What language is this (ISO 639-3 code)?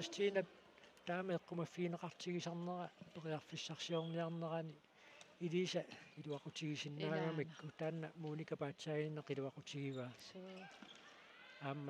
kal